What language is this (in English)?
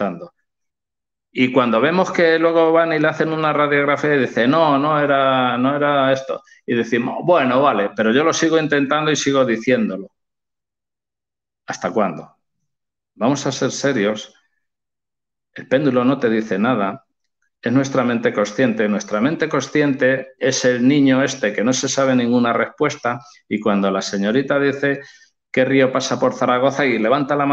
Spanish